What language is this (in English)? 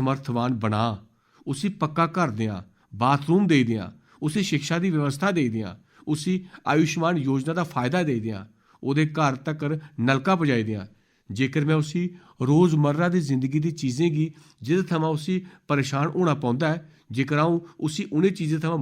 Dogri